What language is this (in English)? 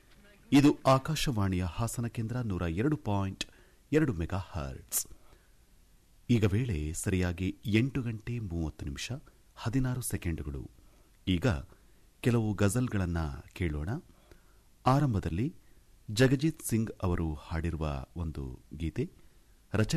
Kannada